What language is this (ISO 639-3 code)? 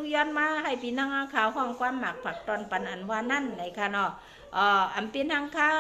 shn